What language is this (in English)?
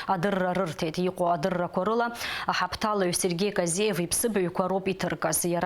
Abkhazian